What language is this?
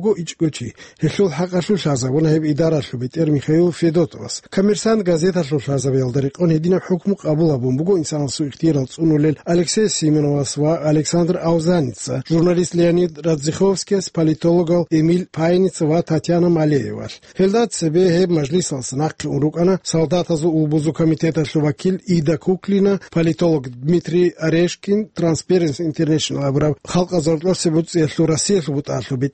Avaric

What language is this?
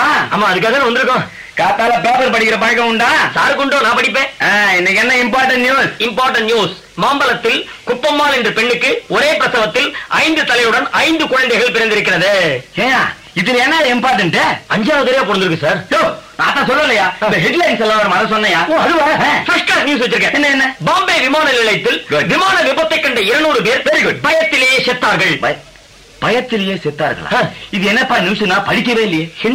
Tamil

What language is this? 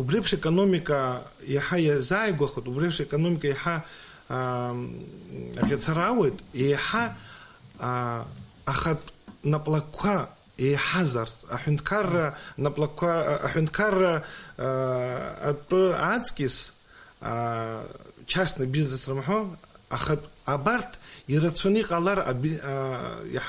Abkhazian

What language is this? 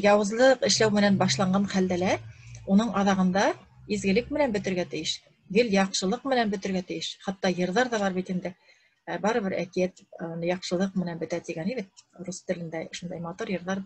Bashkir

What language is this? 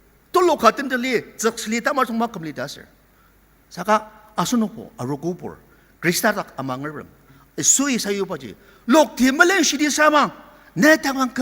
Ao Naga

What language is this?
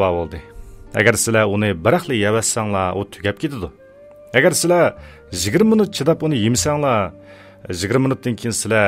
Uyghur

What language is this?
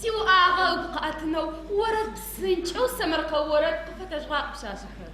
Adyghe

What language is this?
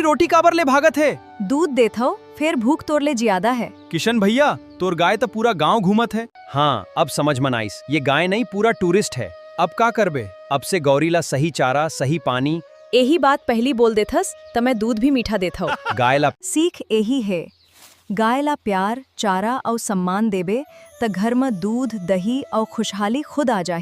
Chhattisgarhi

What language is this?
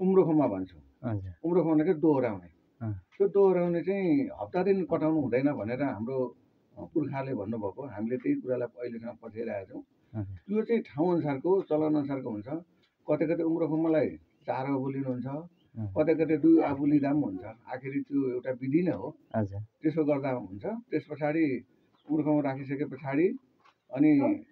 Nepali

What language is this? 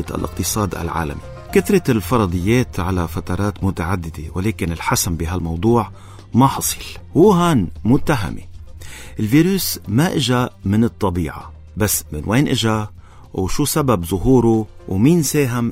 North Levantine Arabic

